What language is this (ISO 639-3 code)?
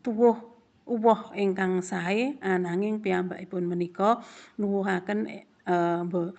jav